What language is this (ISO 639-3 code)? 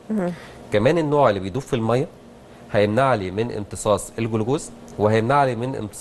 arz